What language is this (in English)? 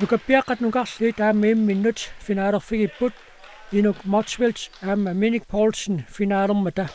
Kalaallisut